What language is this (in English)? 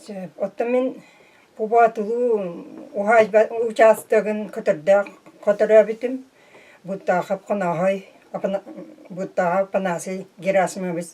Yakut